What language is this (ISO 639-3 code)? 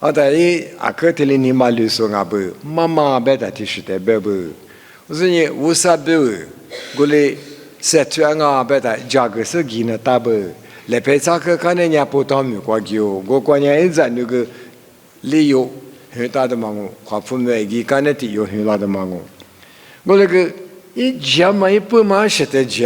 lis